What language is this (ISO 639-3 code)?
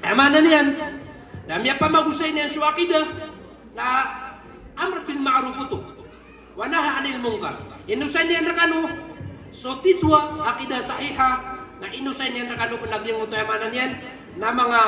mrw